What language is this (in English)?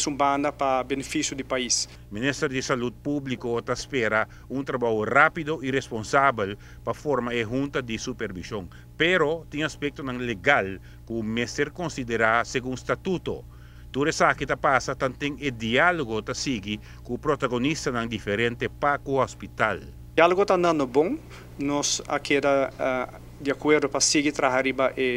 Papiamento